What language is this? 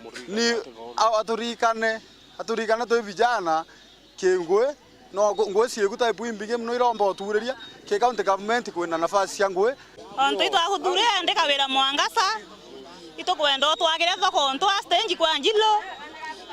Meru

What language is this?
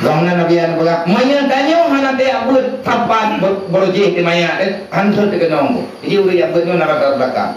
Achinese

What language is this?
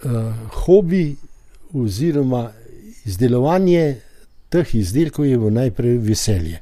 Slovenian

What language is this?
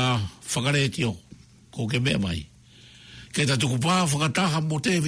Tongan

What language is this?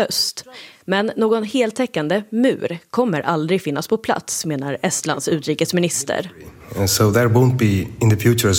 Swedish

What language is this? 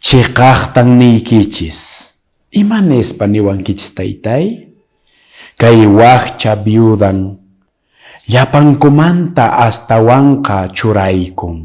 Quechua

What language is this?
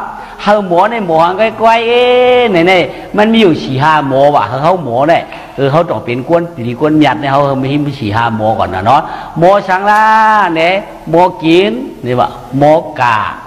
Shan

